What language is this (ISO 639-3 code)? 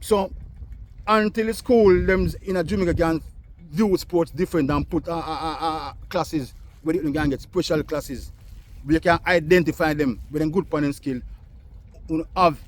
jam